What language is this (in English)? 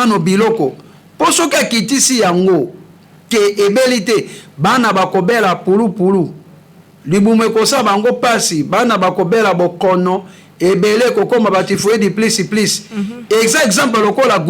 Lingala